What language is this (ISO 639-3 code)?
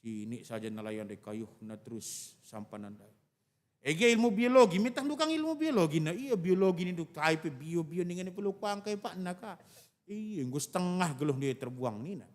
btx